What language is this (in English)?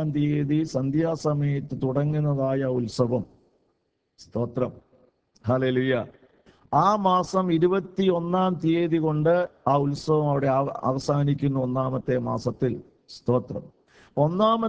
Malayalam